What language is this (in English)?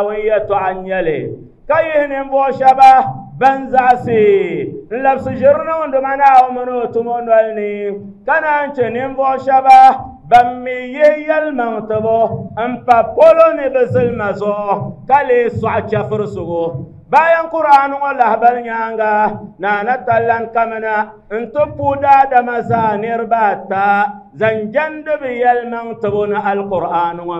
Dagbani